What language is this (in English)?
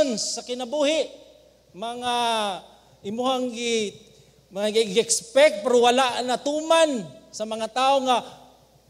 Cebuano